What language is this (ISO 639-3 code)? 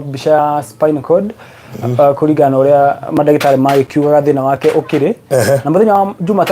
kik